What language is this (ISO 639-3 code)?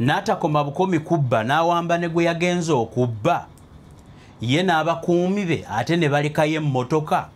lug